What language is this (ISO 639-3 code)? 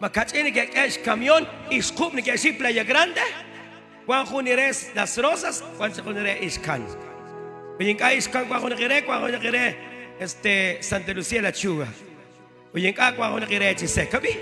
kek